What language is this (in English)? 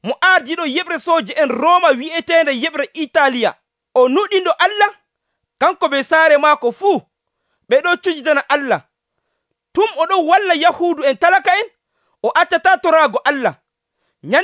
Nigerian Fulfulde